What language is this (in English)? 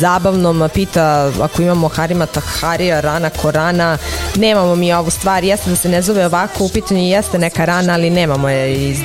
Serbian